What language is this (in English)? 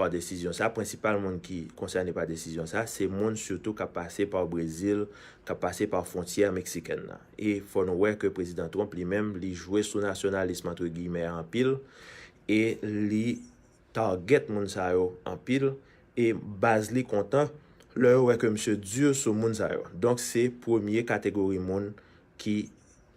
Haitian Creole